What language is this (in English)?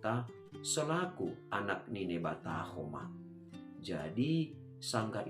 Batak Simalungun